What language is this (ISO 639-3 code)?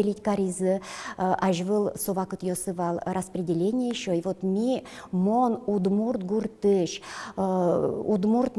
udm